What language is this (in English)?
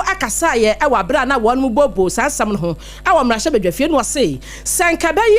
Akan